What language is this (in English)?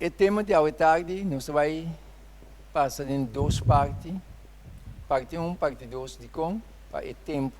Papiamento